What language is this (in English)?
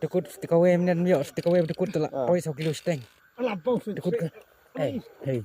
Khasi